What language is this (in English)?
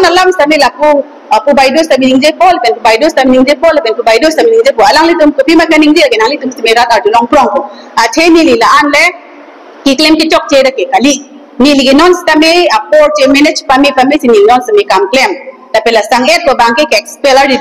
Karbi